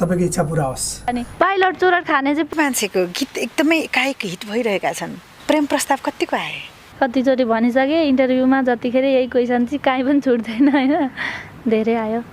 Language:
Nepali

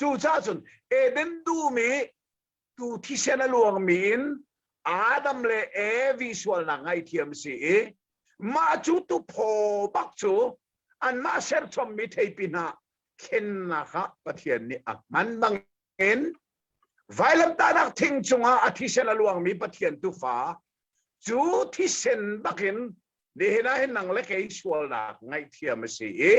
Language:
Hakha Chin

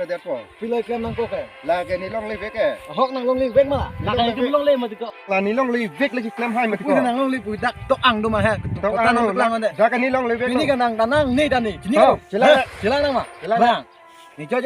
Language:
Karbi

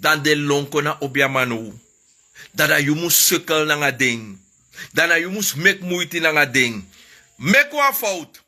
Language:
Sranan Tongo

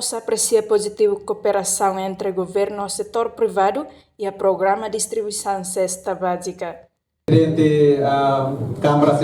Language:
Tetum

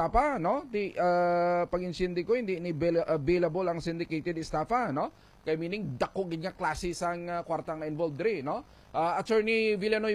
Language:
Hiligaynon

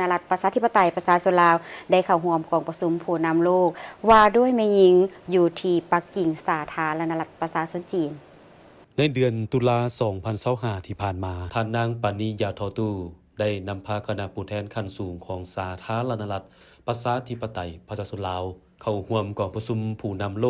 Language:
Lao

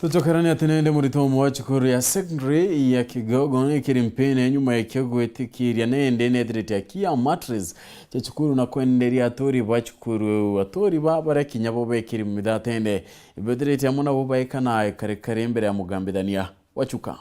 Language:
Meru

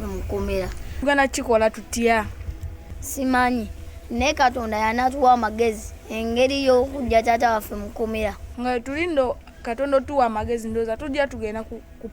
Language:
Ganda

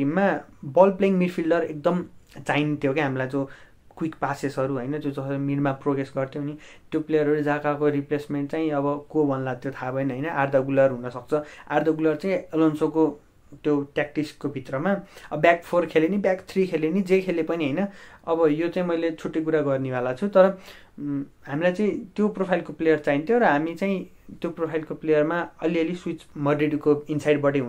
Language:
Nepali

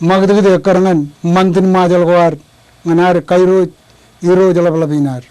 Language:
Marshallese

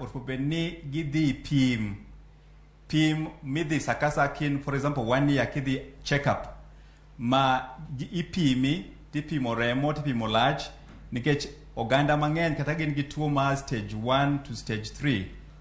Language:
Luo (Kenya and Tanzania)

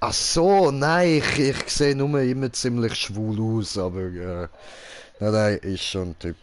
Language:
Swiss German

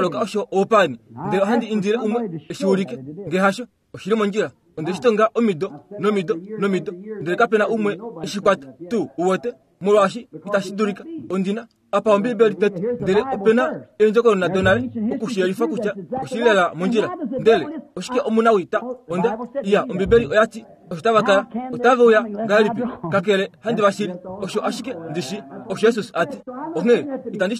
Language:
Kuanyama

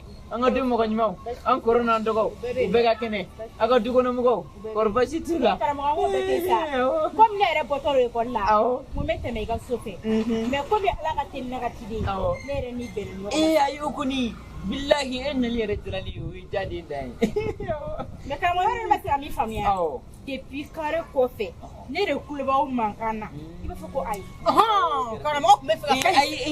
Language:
Bambara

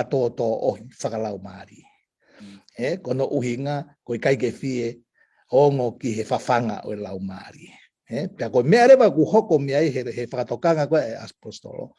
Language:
Tongan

